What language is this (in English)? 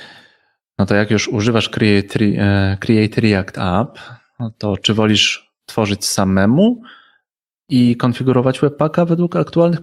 Polish